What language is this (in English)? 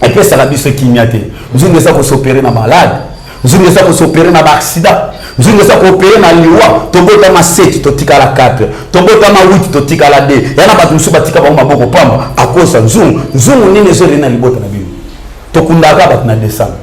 Lingala